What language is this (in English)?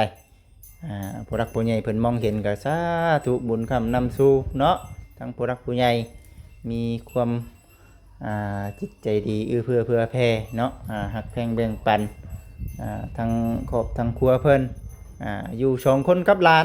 Lao